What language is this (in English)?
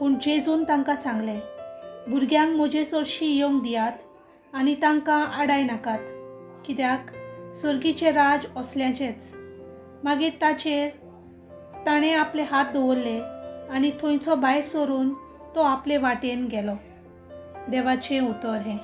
Konkani